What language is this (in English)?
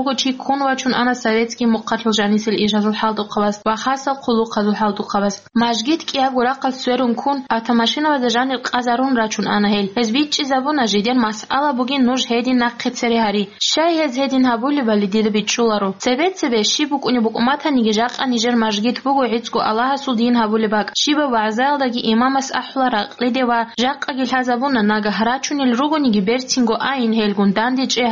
Avaric